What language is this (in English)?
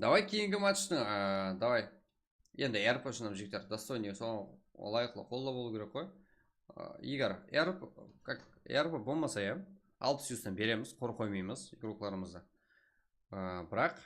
Kara-Kalpak